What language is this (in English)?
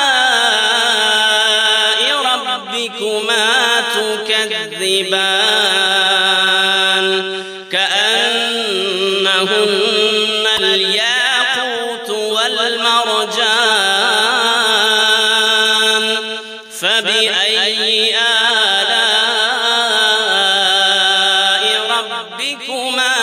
Arabic